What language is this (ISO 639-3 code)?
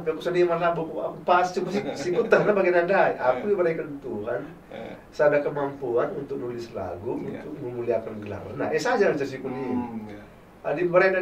btx